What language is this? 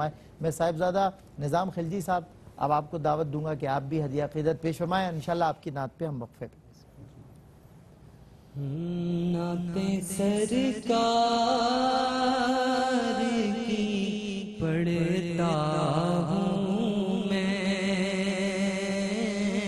Urdu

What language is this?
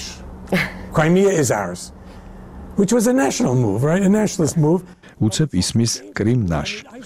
Georgian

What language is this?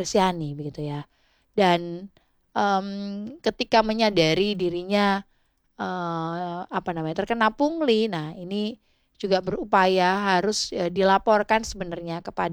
Indonesian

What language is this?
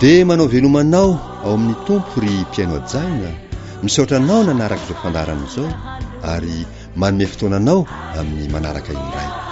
Malagasy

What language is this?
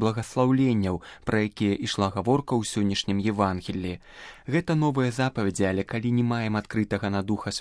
Belarusian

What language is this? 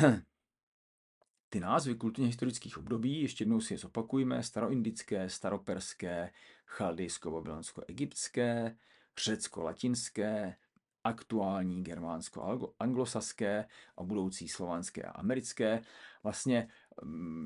Czech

